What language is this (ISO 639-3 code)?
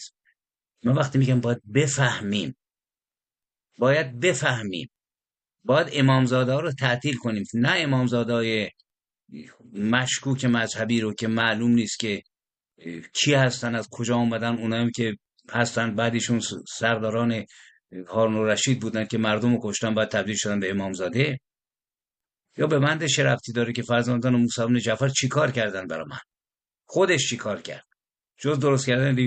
fas